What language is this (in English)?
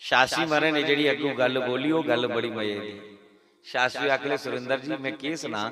Dogri